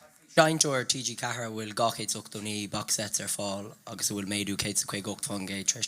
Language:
Irish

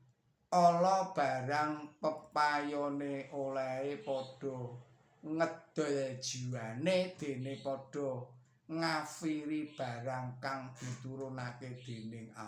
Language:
Javanese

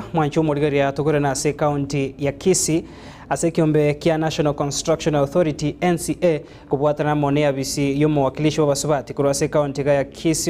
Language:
Gusii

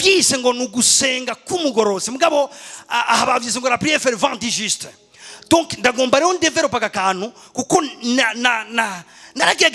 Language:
Rundi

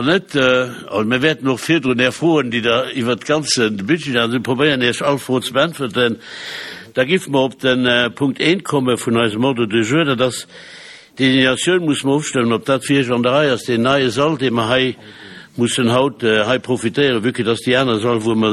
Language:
Luxembourgish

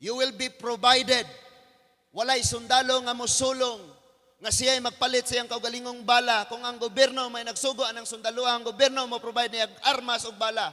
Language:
Cebuano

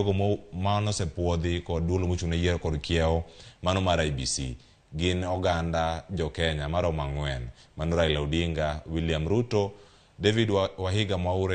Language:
Luo (Kenya and Tanzania)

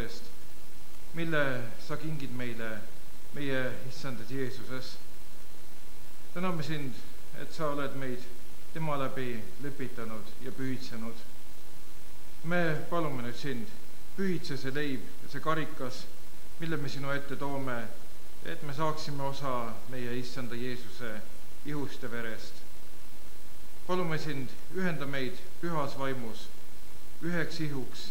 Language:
Estonian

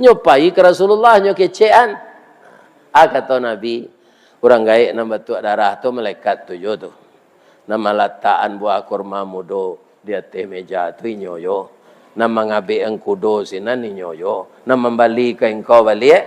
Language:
Minangkabau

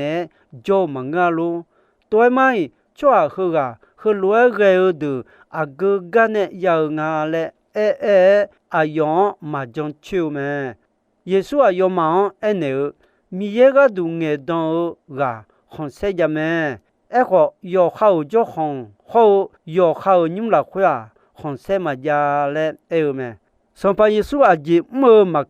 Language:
Akha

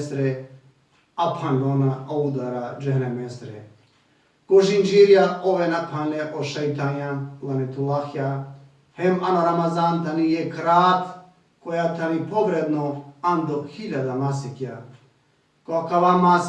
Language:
Balkan Romani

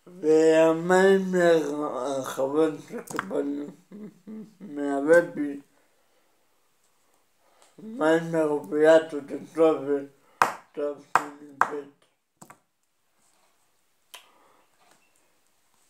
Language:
Hebrew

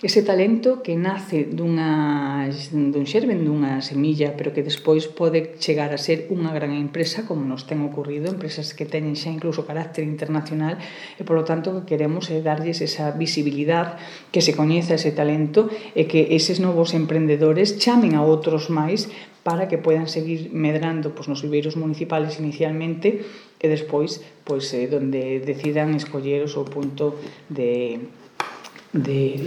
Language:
Galician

